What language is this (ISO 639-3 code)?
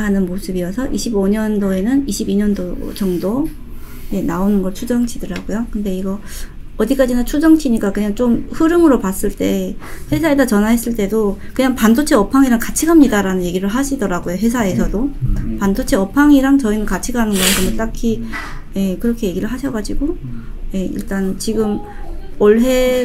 kor